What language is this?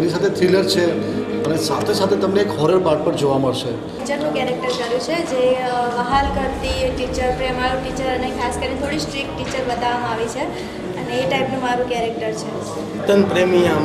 Gujarati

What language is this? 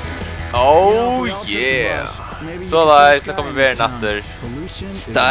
Faroese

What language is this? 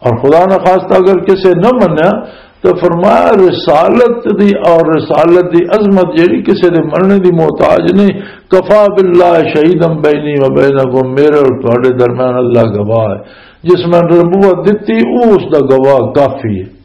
Western Panjabi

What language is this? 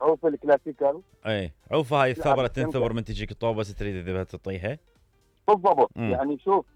Mesopotamian Arabic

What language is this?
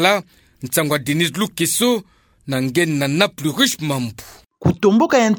Kituba (Democratic Republic of Congo)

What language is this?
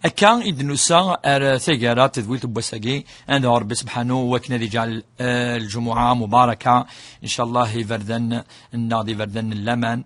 Kabyle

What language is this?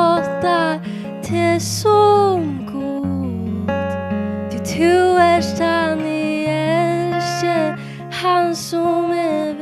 Faroese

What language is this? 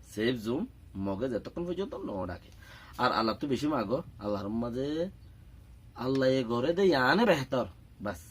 Rohingya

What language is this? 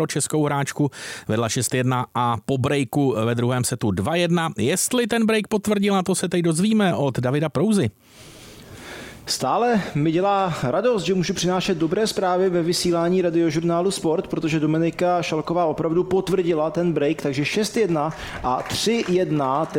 Czech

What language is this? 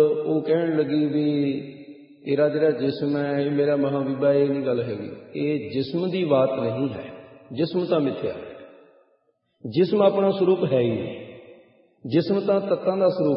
Punjabi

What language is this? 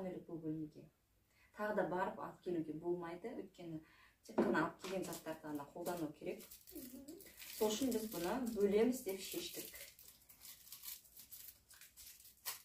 Kazakh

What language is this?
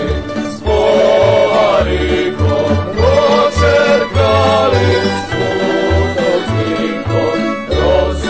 Rusyn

